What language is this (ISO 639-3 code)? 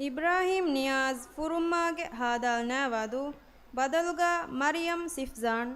div